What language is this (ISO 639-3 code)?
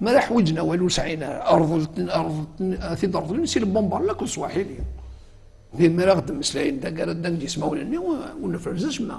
kab